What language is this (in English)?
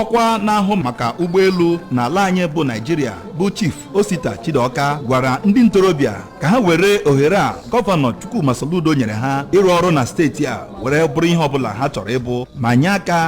Igbo